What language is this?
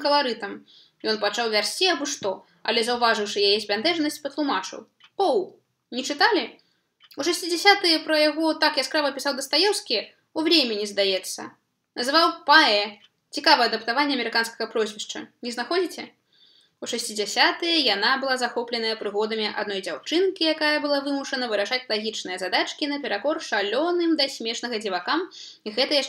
Belarusian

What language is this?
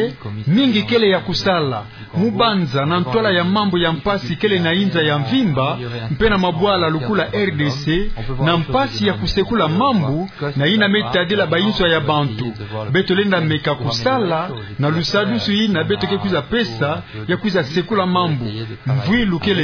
Kituba (Democratic Republic of Congo)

